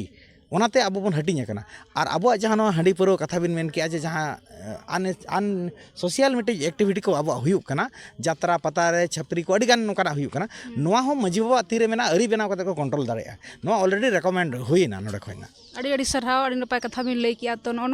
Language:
Santali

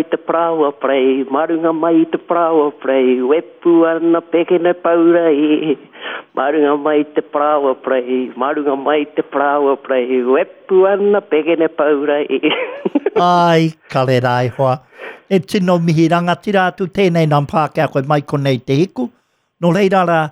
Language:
Māori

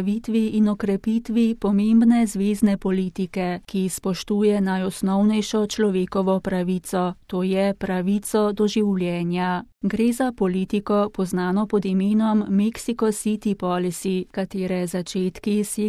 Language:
Slovenian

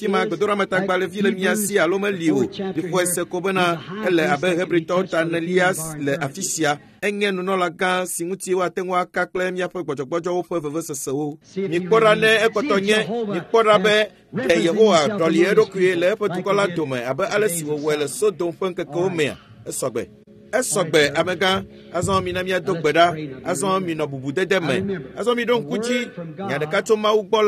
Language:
Ewe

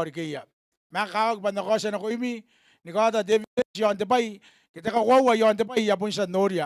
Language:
Gilbertese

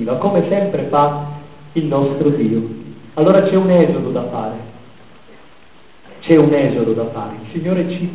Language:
Italian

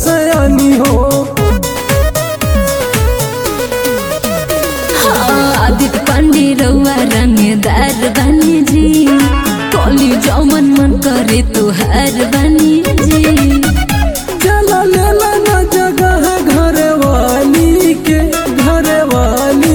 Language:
Bhojpuri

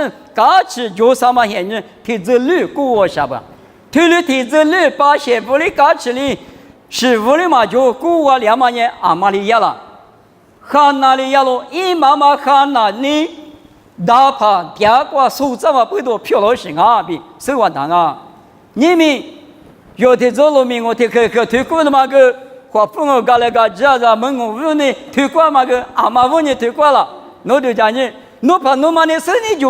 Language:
Lisu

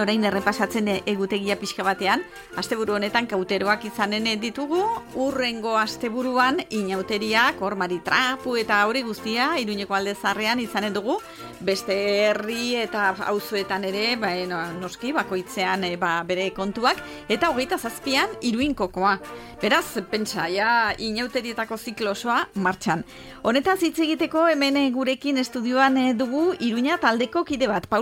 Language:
Basque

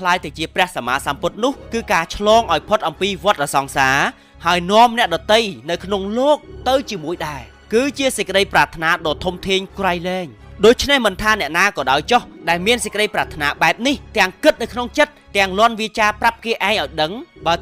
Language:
Khmer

